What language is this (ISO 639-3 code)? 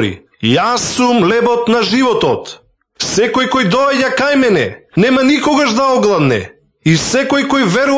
mkd